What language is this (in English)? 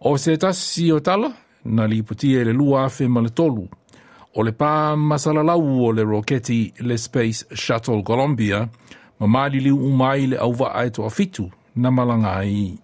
Samoan